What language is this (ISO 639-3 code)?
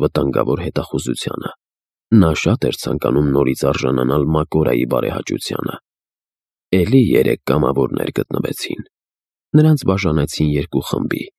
hye